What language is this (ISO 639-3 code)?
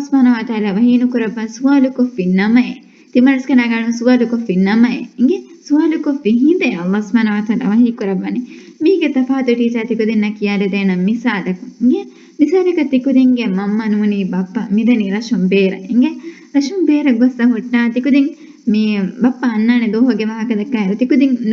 div